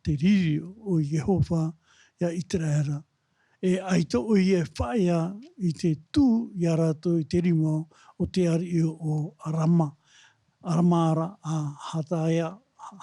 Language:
Tahitian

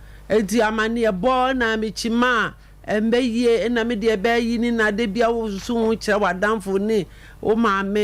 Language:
Akan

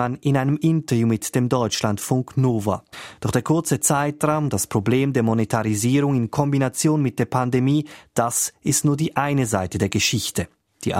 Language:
German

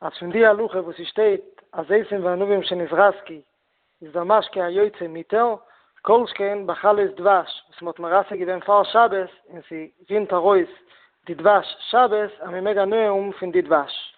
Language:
Yiddish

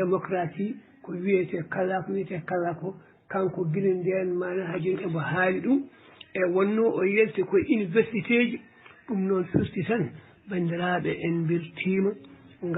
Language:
Fula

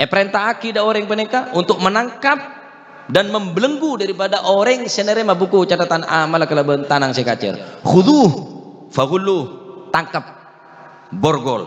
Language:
Madurese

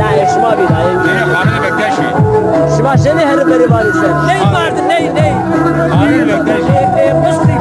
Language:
Zaza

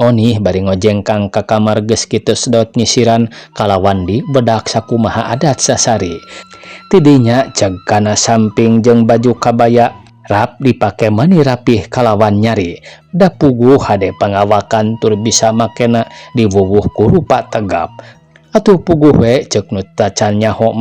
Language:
Sundanese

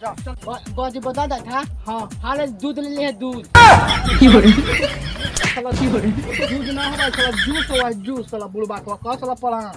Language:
Magahi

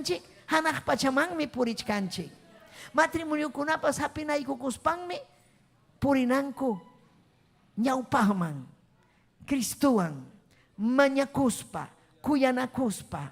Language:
Ayacucho Quechua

